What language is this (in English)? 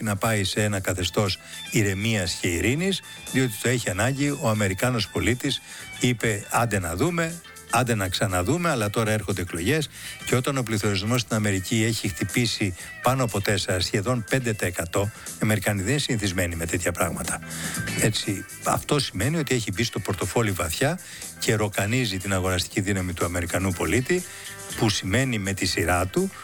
Greek